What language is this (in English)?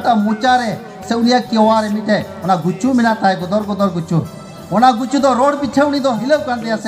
Santali